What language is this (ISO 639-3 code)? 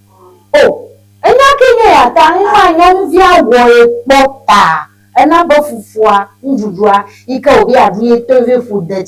ewe